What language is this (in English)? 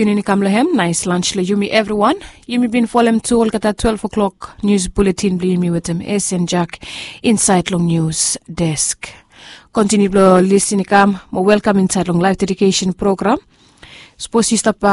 Bislama